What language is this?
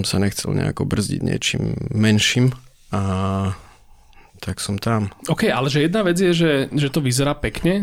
Slovak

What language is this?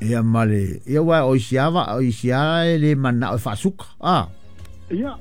Samoan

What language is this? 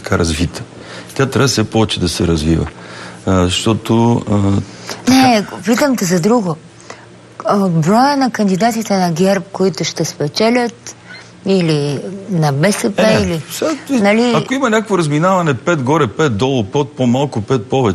Bulgarian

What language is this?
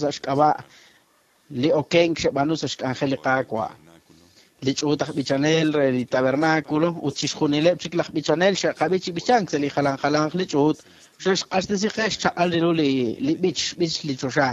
Kekchí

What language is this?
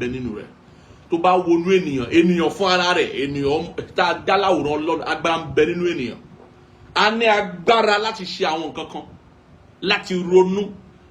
Yoruba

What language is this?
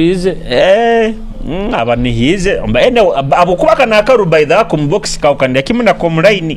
Nyoro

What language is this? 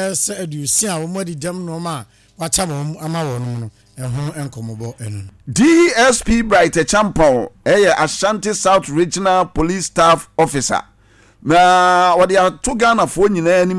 Akan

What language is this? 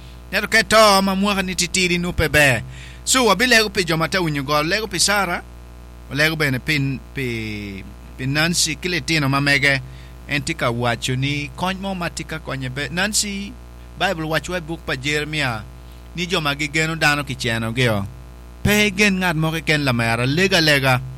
Acoli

